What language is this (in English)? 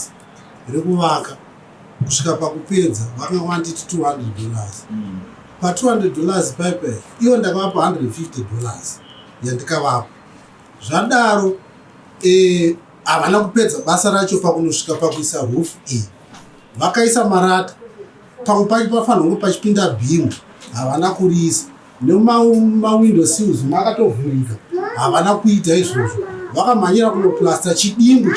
Shona